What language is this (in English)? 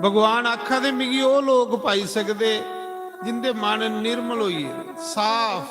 Dogri